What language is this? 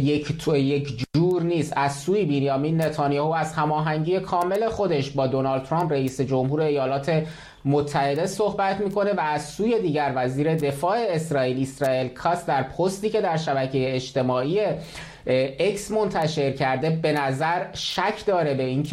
Persian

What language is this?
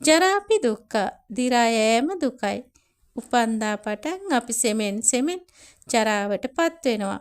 Sinhala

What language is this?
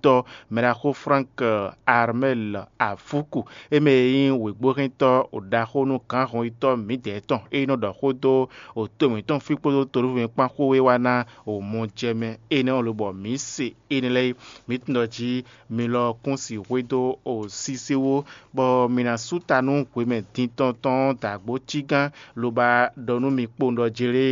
Fon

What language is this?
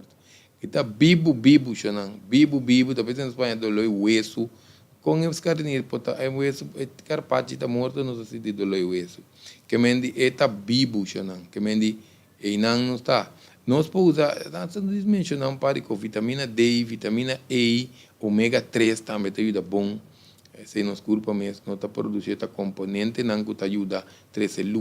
Papiamento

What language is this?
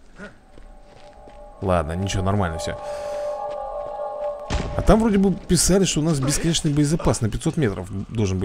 Russian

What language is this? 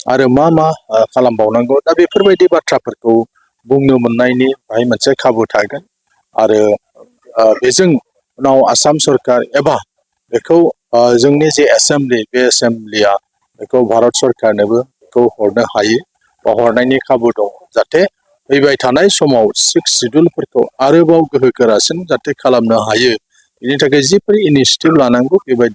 Bodo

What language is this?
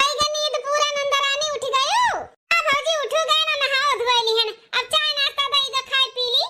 Awadhi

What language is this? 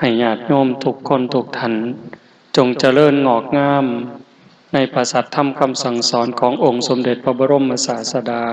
Lao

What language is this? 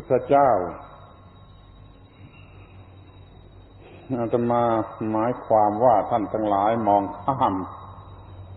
Thai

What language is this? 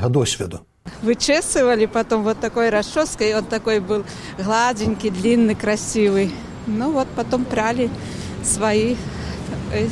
Belarusian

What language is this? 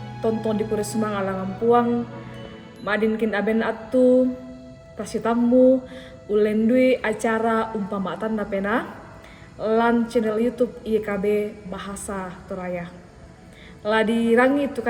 Toraja-Sa'dan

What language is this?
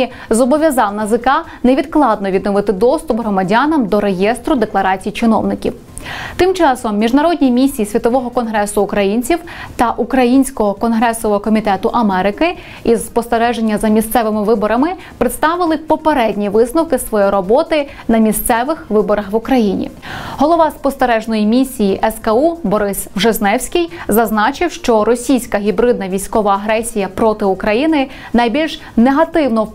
Ukrainian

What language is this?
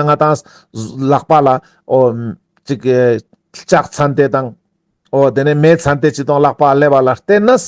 Ladakhi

